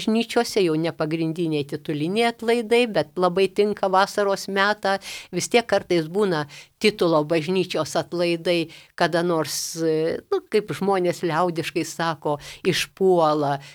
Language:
Lithuanian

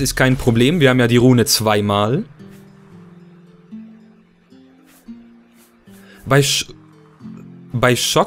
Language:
German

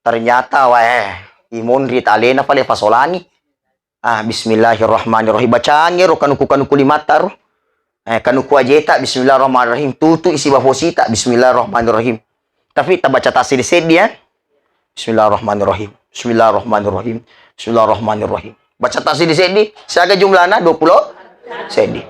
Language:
Buginese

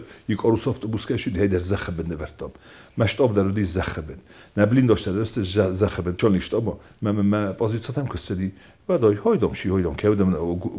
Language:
Ossetic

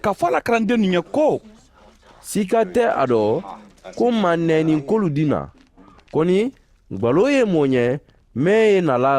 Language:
Mandingo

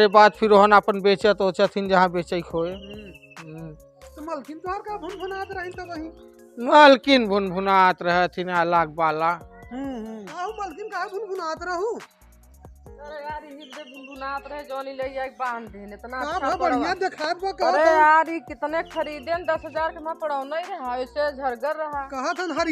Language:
Awadhi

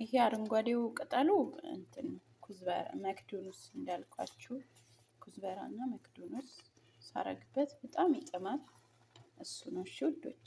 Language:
Amharic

